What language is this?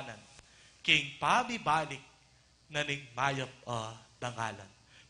Pampanga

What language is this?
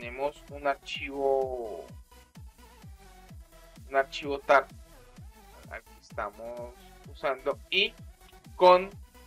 Spanish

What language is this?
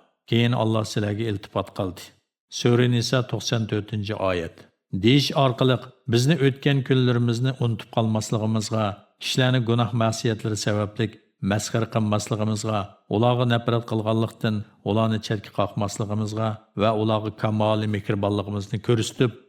Uyghur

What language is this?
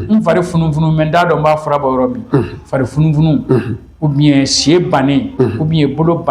Bambara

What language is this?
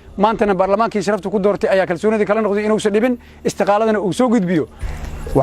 Somali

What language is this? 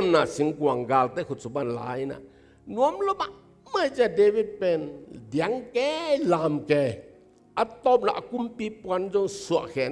Tedim Chin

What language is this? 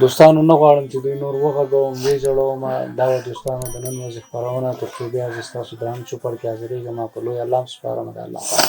Pashto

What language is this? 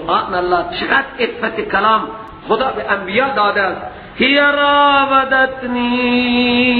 Persian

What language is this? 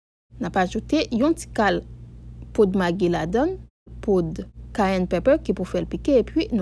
Haitian Creole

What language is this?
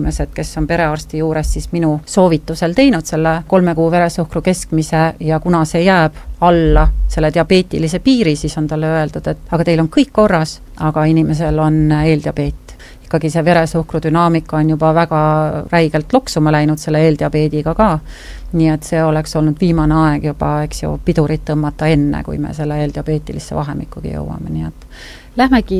Estonian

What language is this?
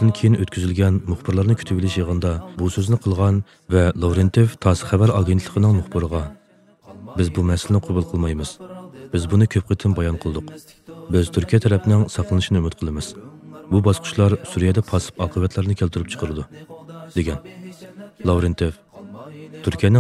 Uyghur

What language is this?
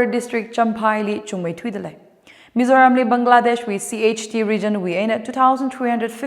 Tangkhul Naga (India)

